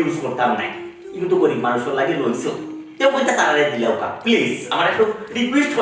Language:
Sylheti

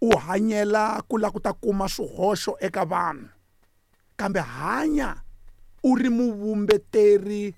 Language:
Tsonga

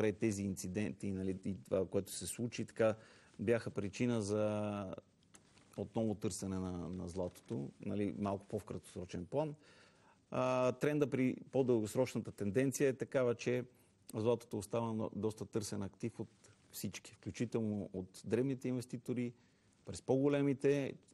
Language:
Bulgarian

